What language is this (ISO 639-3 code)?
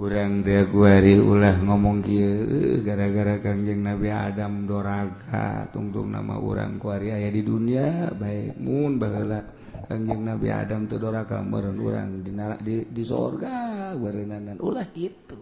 sun